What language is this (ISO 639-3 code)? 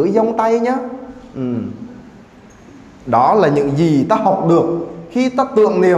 vie